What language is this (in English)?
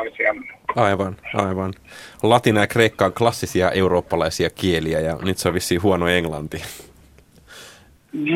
Finnish